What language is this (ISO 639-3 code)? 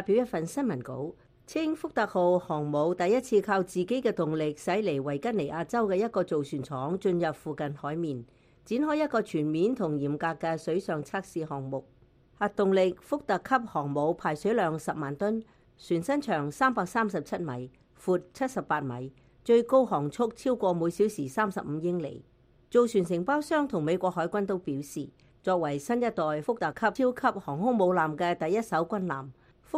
yue